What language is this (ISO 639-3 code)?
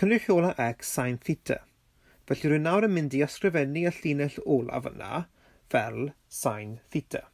cym